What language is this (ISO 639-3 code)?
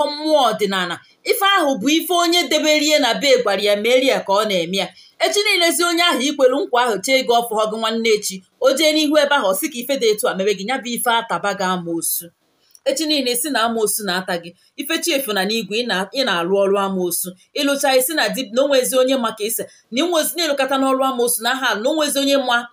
ibo